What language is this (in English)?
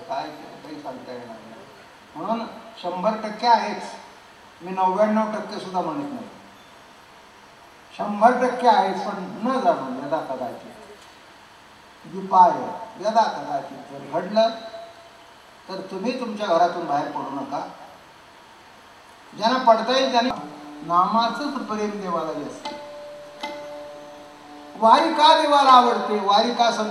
Marathi